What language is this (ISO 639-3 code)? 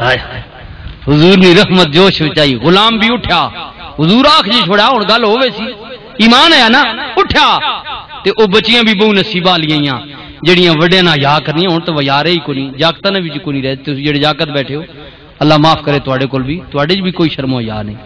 lah